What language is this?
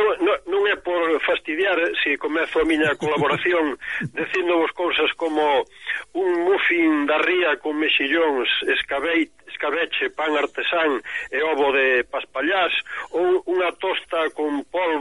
Galician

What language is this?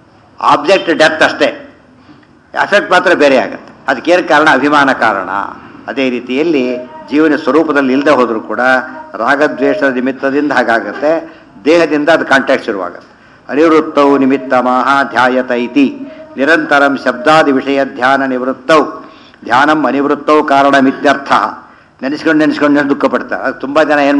Kannada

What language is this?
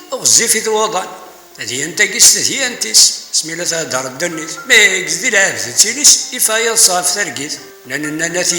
Kabyle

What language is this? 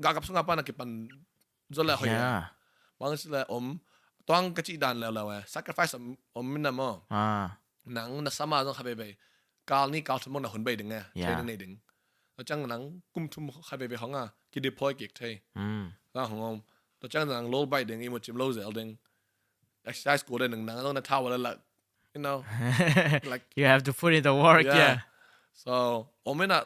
Tedim Chin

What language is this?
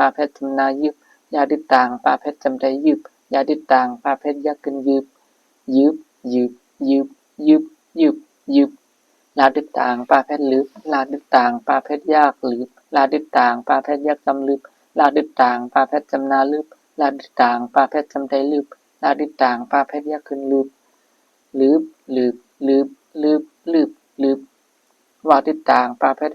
Shan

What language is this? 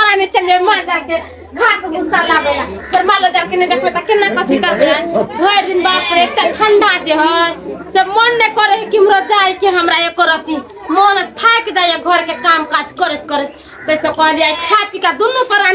Maithili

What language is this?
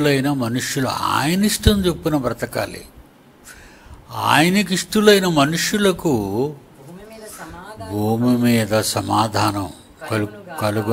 Telugu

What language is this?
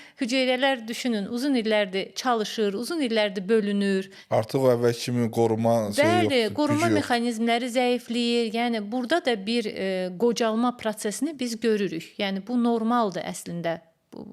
Azerbaijani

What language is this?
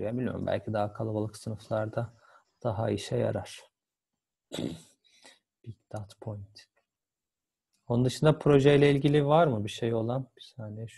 Turkish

